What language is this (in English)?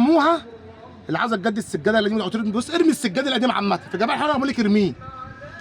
Egyptian Arabic